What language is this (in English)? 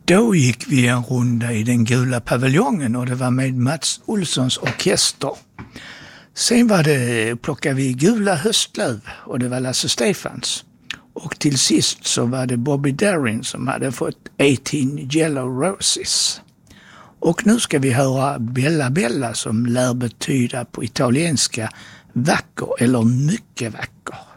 Swedish